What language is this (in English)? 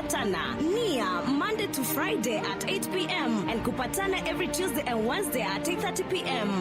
Meru